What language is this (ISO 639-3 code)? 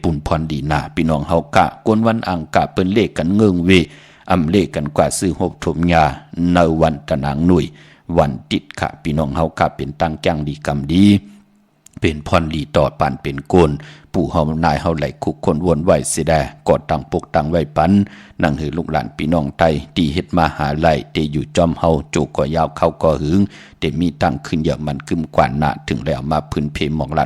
shn